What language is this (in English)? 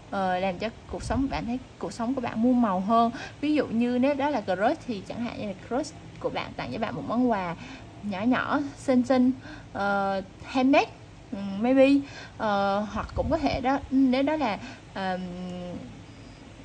Vietnamese